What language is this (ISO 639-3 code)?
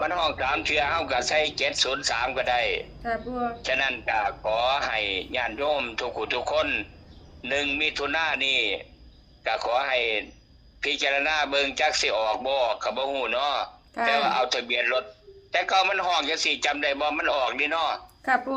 tts